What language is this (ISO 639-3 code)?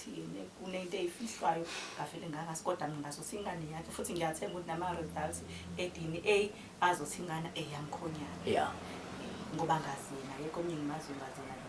zul